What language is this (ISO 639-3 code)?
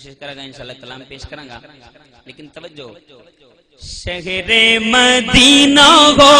skr